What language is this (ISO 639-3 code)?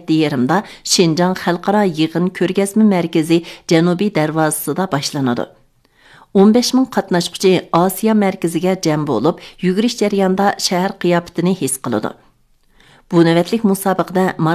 uig